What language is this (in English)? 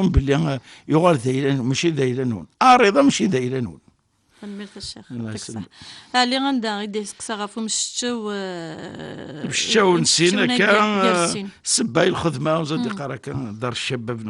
Kabyle